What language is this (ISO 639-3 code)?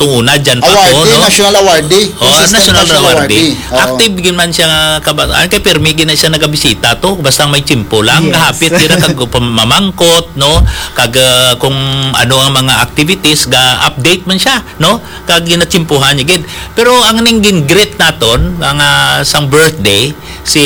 hil